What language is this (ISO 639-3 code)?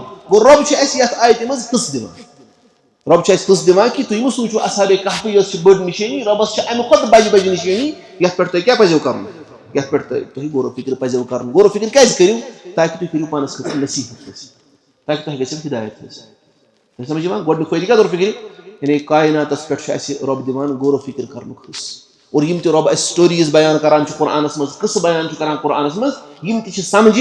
kas